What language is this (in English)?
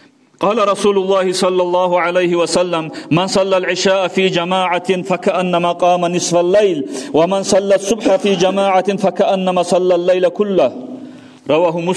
Kumyk